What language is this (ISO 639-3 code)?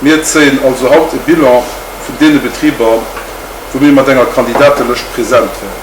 ltz